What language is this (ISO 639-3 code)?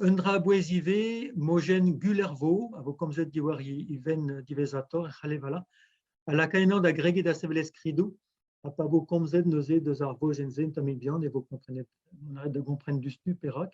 bre